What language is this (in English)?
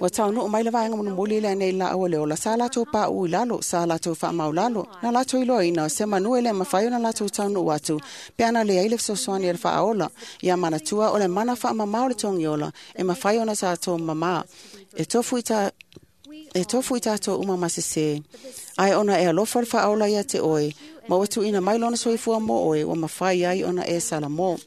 Samoan